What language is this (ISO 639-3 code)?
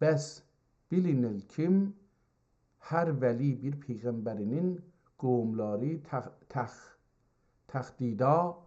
azb